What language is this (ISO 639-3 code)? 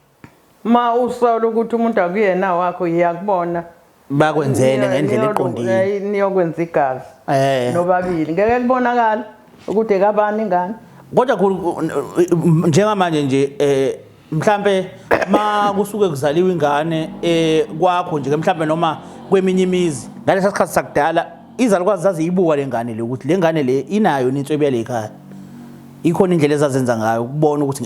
zul